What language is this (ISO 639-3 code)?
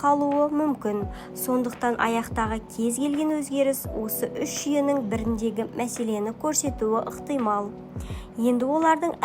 kaz